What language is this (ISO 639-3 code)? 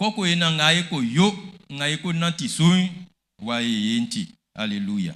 bci